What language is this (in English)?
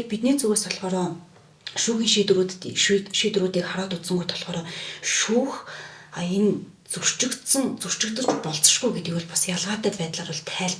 Mongolian